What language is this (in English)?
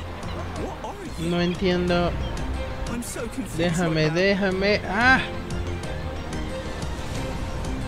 Spanish